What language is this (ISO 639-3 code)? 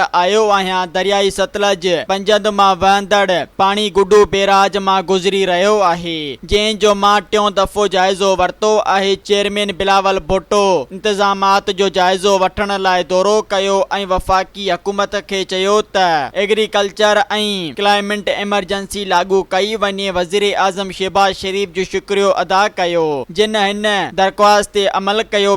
snd